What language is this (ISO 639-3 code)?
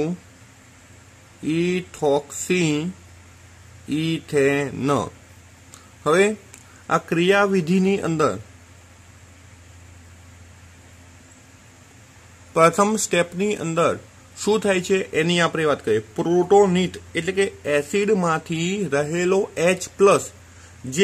guj